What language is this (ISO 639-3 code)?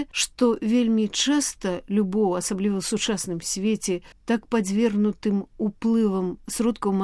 bel